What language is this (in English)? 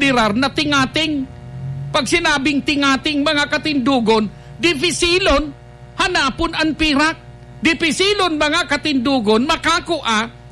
Bikol